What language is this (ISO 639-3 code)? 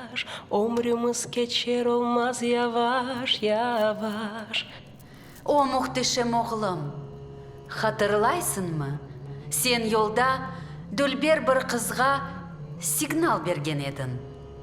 crh